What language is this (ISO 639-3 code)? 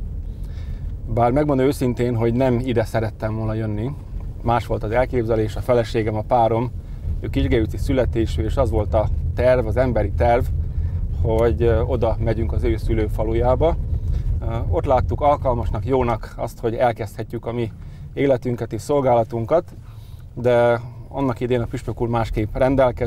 hun